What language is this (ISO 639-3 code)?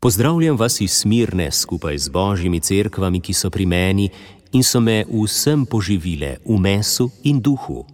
slv